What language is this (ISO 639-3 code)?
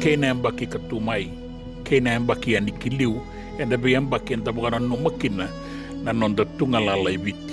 fij